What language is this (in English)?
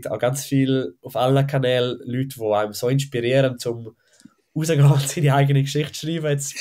Swiss German